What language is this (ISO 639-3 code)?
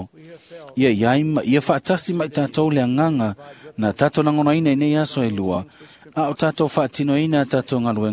smo